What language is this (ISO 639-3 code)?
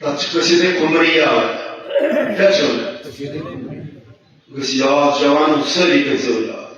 kas